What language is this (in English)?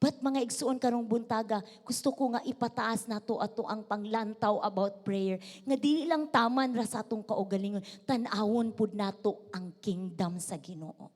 Cebuano